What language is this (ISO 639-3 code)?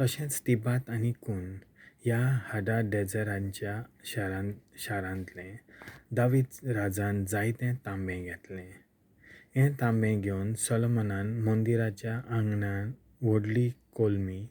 kok